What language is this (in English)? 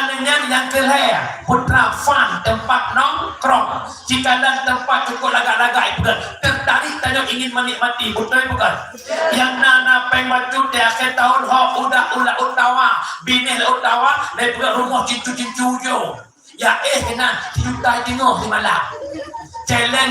Achinese